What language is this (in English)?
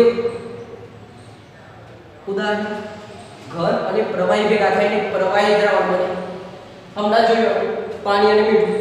Gujarati